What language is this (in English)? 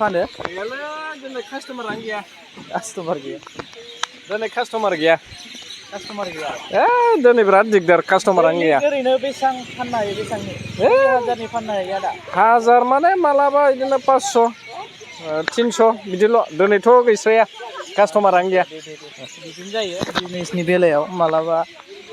Bodo